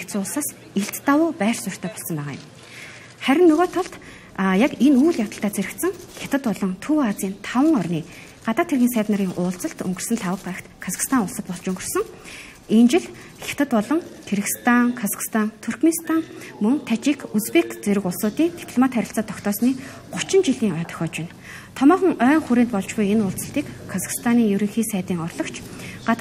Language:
Mongolian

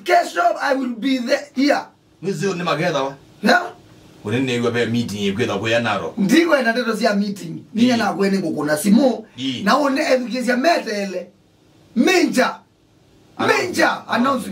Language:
Kamba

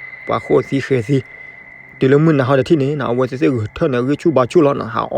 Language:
S'gaw Karen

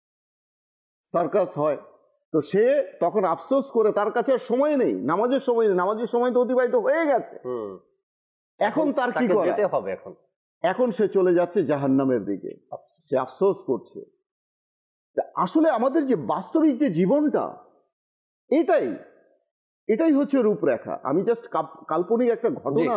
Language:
Bangla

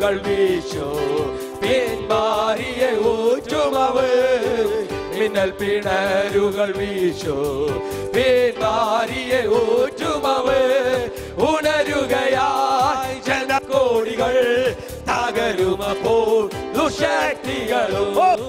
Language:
Malayalam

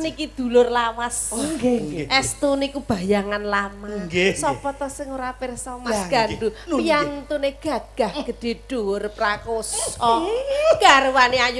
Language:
Javanese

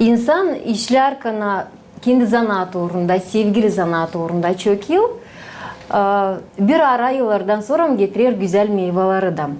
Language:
Gagauz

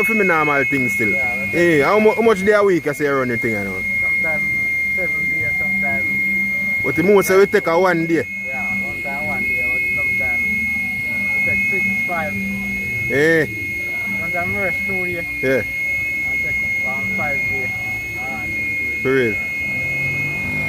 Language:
Jamaican Creole English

